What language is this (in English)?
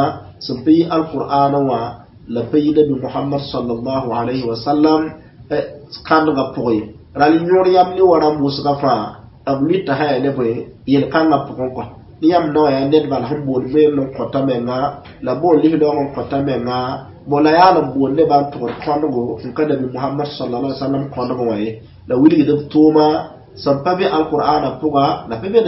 Mossi